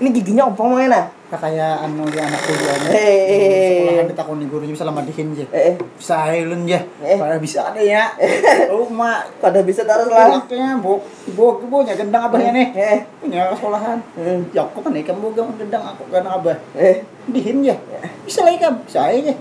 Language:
Banjar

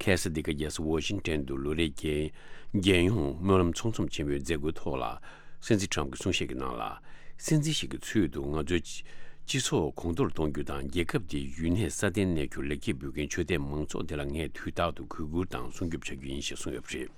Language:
Tibetan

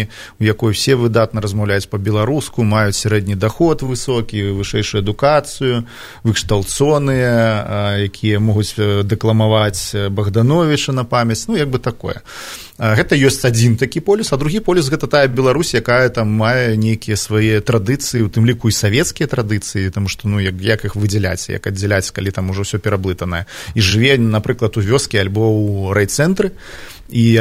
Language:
Belarusian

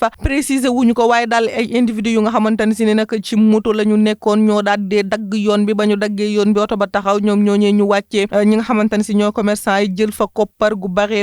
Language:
Wolof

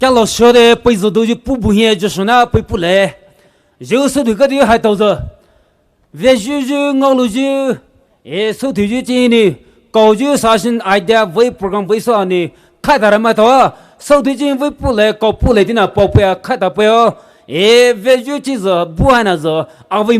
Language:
Poumei Naga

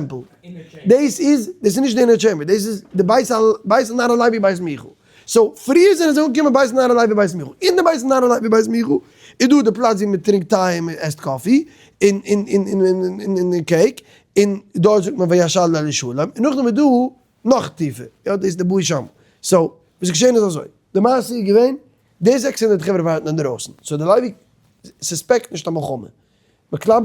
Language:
Yiddish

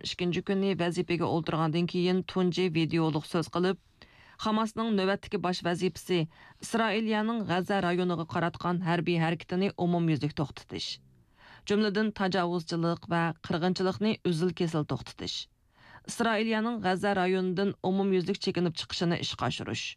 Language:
Uyghur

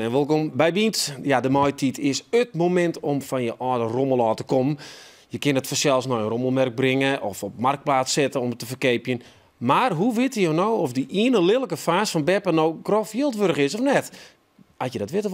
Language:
Western Frisian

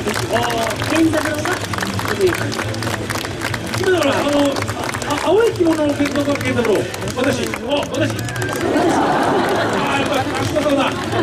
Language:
Japanese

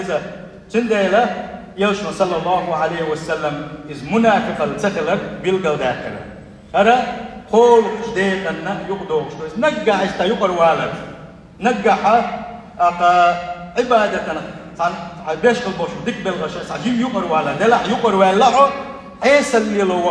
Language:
Chechen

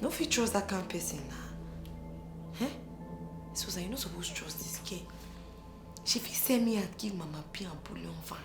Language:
Nigerian Pidgin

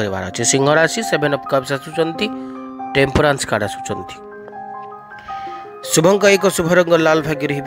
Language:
Odia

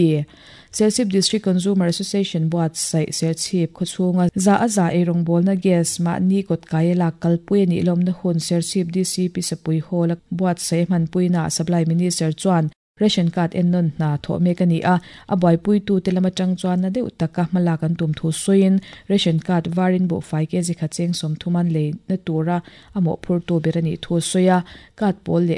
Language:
Mizo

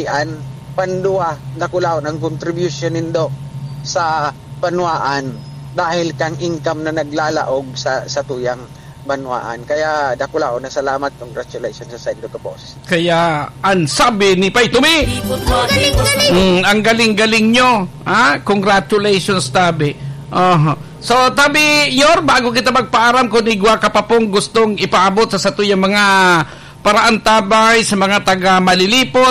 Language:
Bikol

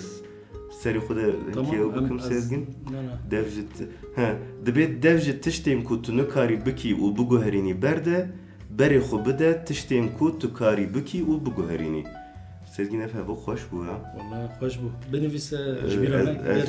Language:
Kurdish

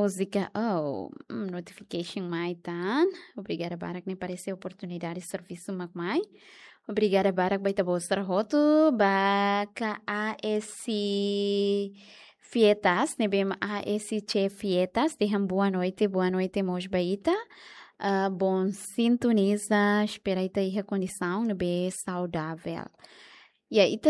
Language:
Tetum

